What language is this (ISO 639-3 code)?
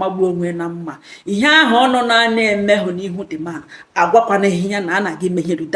ibo